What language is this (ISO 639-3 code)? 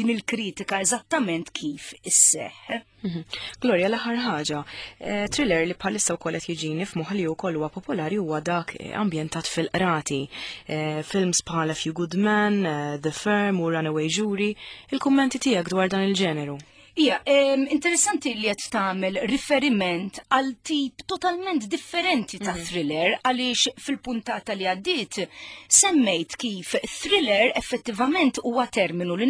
mlt